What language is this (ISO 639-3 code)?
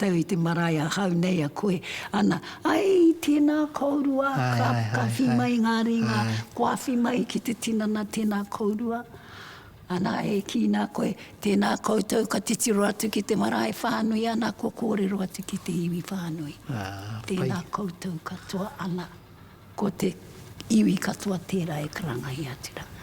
mri